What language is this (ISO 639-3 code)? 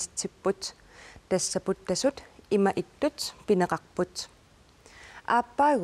kal